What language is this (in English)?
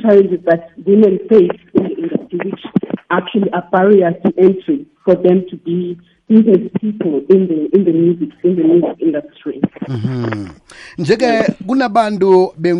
South Ndebele